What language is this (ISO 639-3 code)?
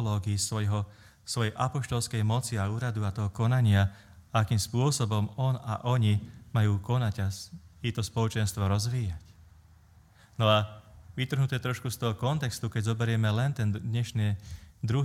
slk